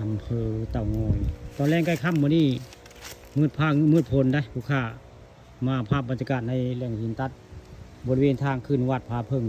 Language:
Northeastern Thai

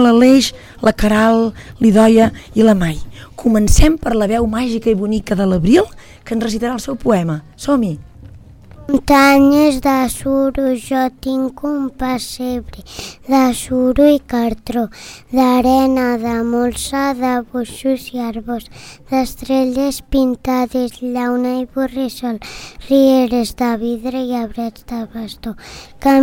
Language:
Catalan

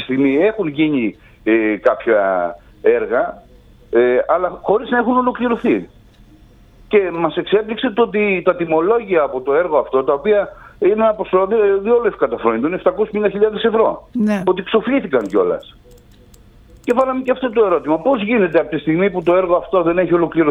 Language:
Greek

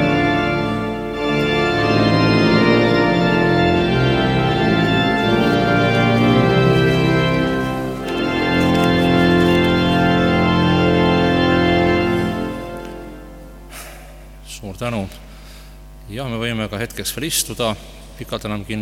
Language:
Estonian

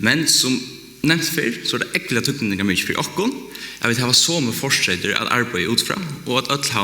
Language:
Faroese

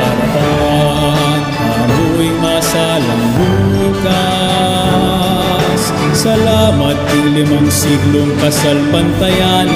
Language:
Pampanga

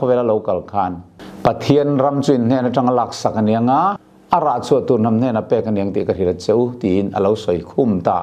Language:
Mizo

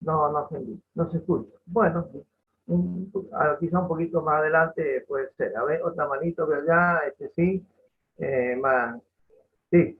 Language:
Guarani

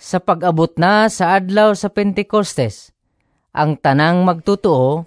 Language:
Cebuano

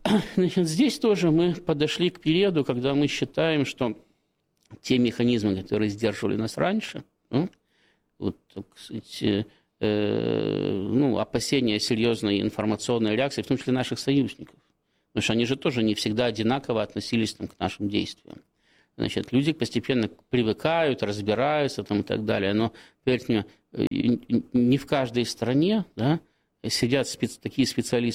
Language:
Russian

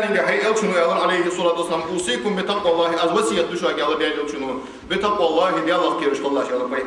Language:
Ingush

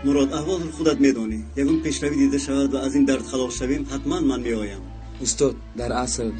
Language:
Tajik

